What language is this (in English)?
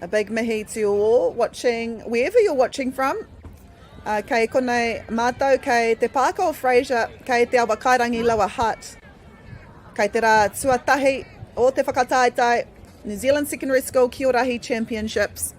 Māori